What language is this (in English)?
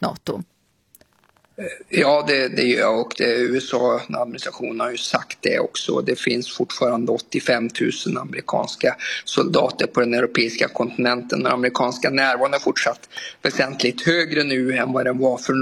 Swedish